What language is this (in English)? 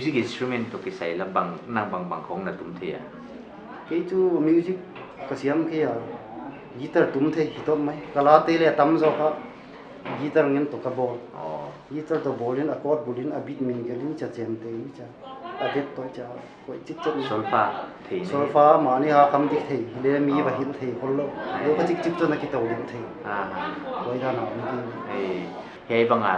Paite Chin